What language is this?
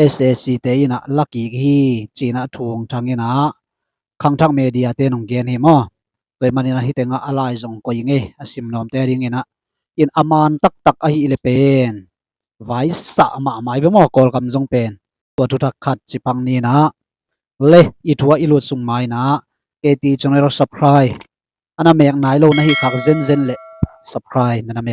Tedim Chin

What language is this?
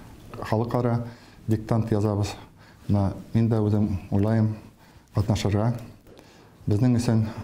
Bashkir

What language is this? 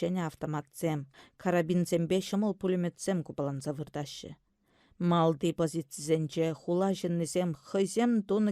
Chuvash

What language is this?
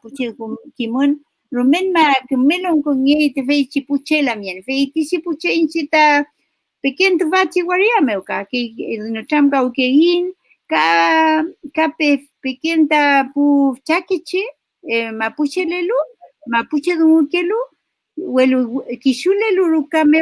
Mapuche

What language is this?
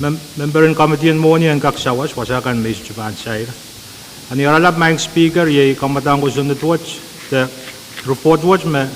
Pohnpeian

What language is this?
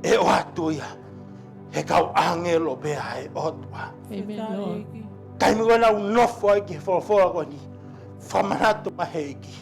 Tongan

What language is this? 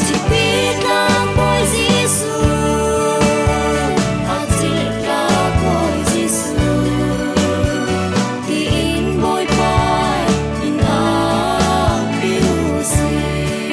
Falam Chin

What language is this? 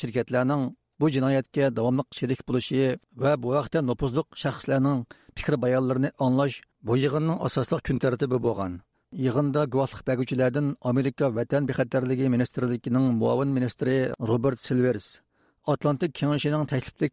Uyghur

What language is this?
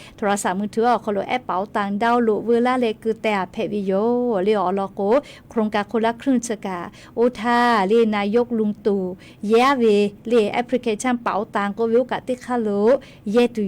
Lahu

